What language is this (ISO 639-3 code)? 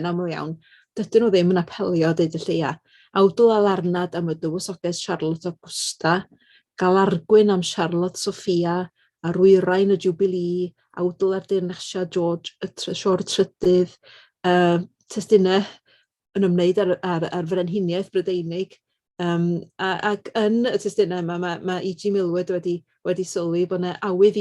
cym